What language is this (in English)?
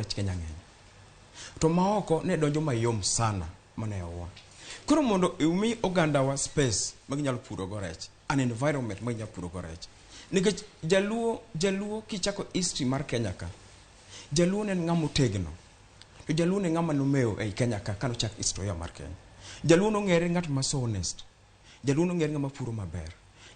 Luo (Kenya and Tanzania)